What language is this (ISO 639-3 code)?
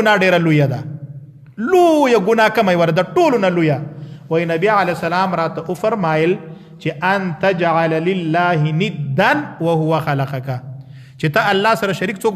pus